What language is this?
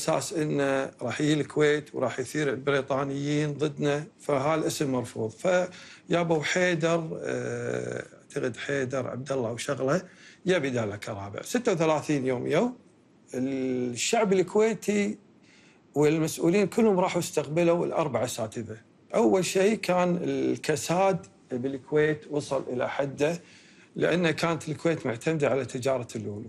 Gulf Arabic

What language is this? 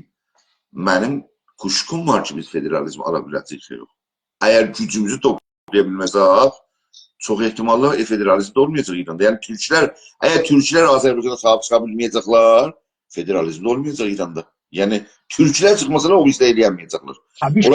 South Azerbaijani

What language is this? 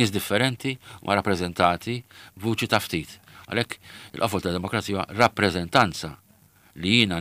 Maltese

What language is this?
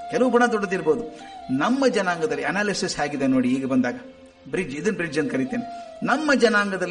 Kannada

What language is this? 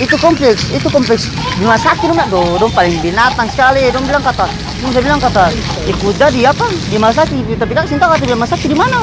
Ambonese Malay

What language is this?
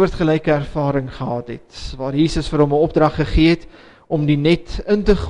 Afrikaans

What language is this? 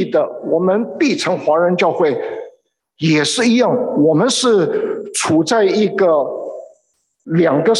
Chinese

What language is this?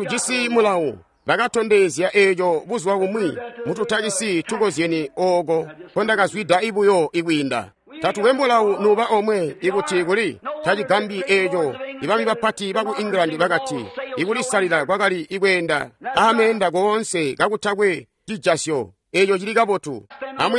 Tonga (Zambia)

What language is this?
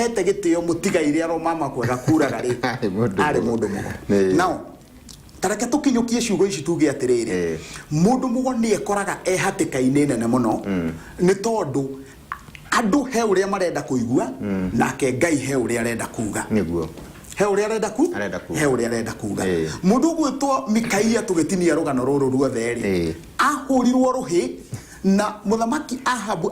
Kikuyu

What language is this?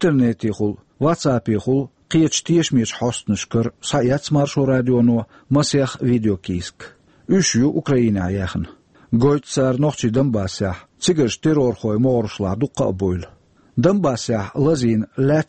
Chechen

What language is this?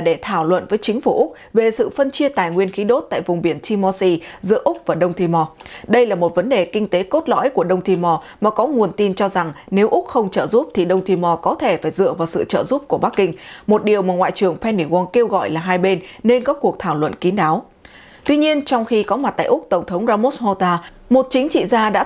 Vietnamese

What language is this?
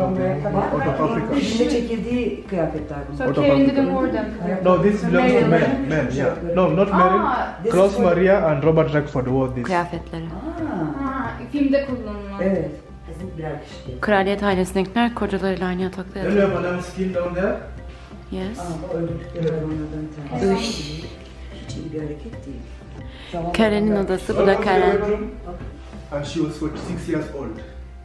Turkish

